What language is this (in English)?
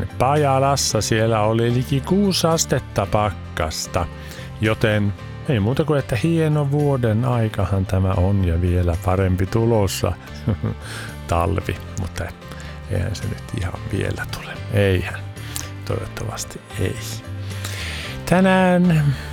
Finnish